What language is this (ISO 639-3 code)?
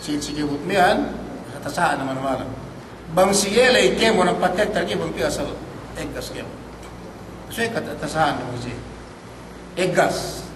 yka